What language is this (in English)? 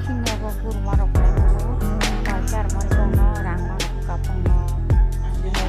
Kok Borok